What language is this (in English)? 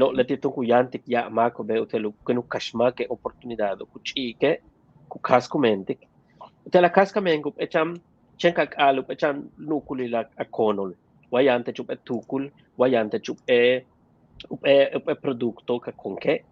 Yucateco